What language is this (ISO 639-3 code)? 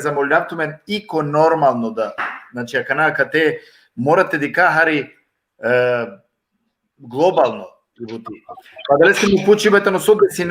rmn